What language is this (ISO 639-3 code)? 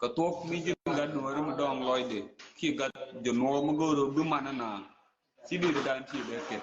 nus